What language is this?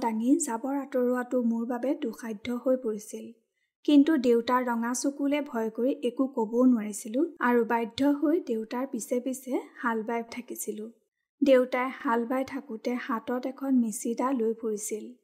Assamese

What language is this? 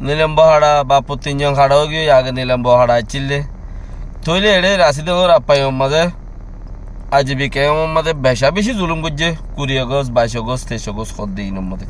Rohingya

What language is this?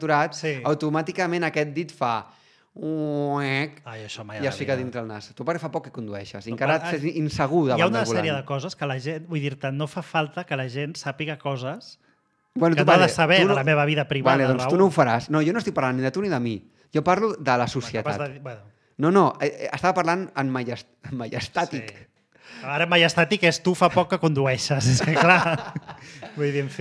Catalan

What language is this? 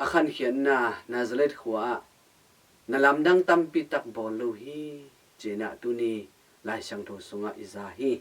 Tedim Chin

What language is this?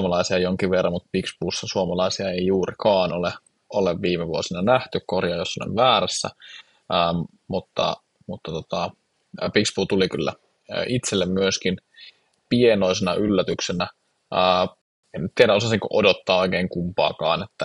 Finnish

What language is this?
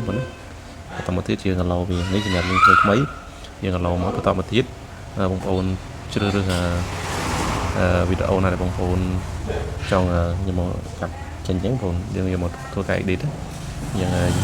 Khmer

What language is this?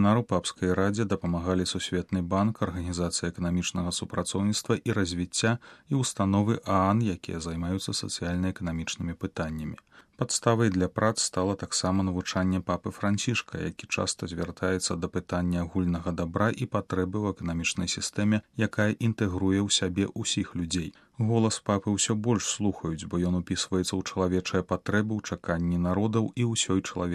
Belarusian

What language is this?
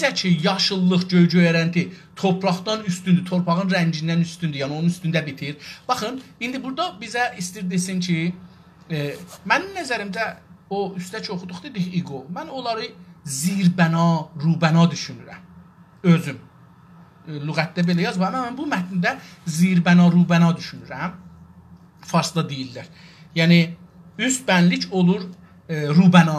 South Azerbaijani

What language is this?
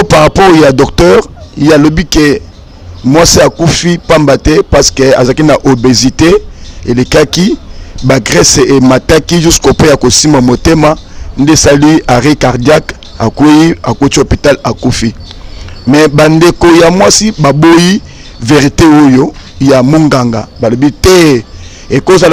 Lingala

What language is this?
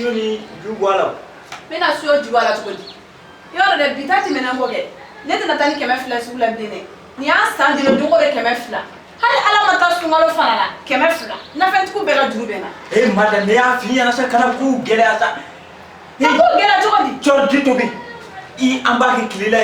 Bambara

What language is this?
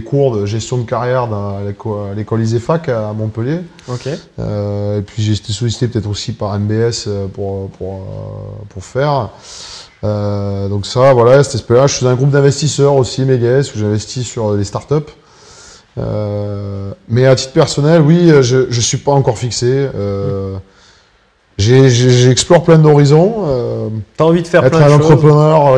French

